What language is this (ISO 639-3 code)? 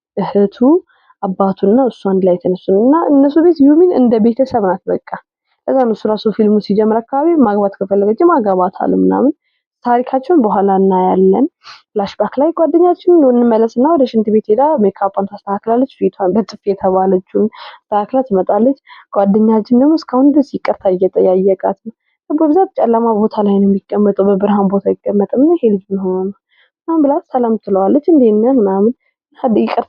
amh